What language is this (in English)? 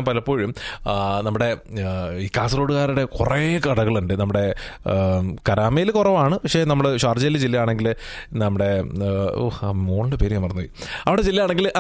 Malayalam